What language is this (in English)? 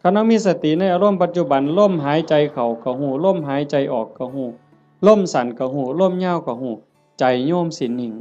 Northeastern Thai